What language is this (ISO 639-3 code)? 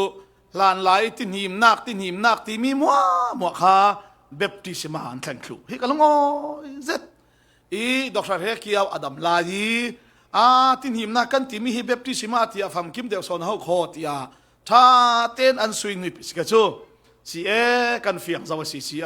cfm